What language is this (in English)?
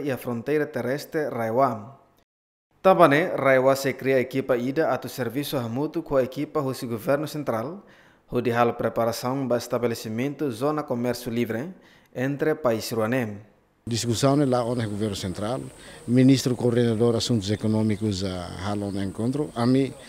Tetum